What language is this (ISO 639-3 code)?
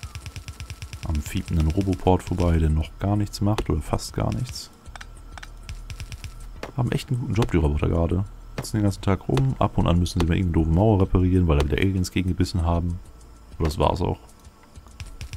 deu